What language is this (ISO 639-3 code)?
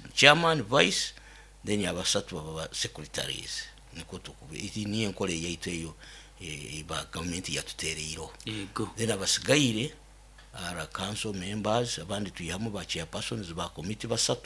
nyo